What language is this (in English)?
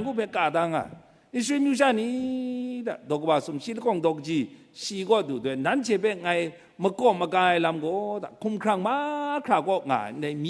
Kachin